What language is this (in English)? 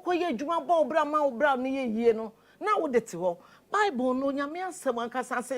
Akan